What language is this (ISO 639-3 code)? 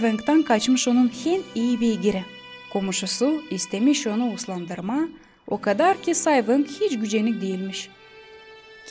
gag